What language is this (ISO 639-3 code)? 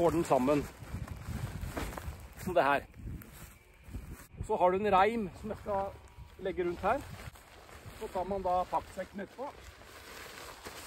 nor